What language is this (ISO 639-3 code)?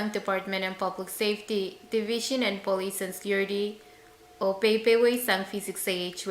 pon